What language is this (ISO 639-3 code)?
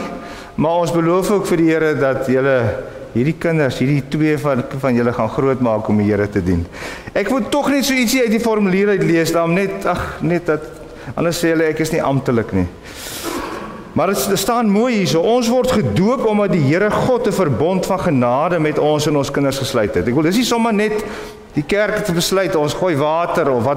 afr